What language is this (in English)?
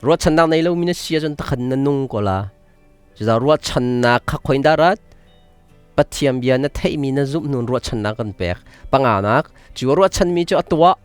Hakha Chin